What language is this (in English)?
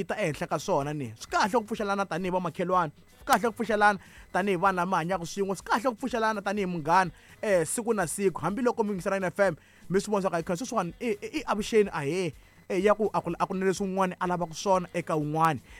Tsonga